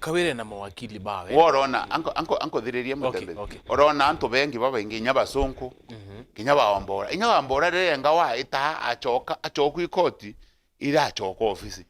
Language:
Meru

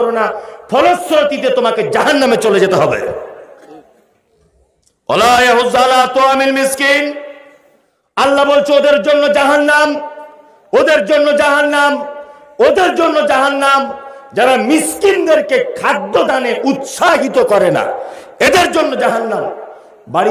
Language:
Bangla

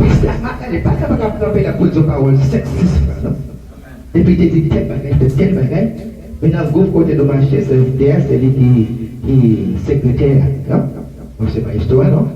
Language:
Haitian Creole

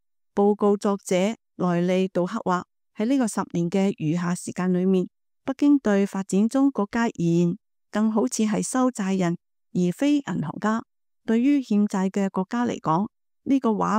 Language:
Cantonese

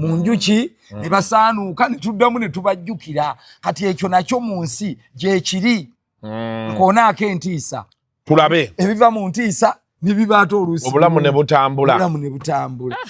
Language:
Ganda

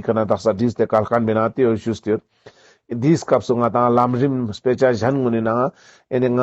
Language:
Ladakhi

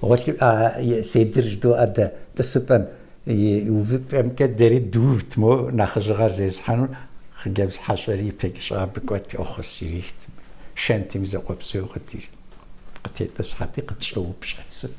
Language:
Kabardian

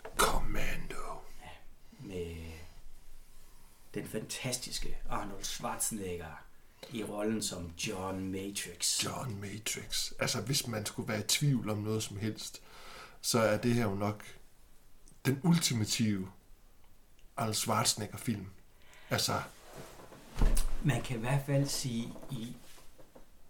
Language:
Danish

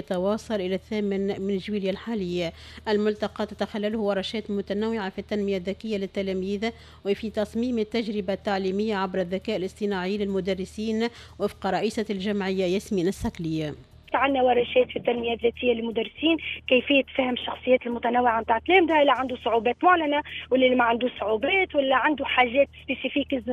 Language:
Tunisian Arabic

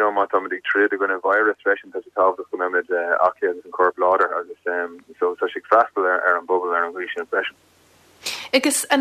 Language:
Irish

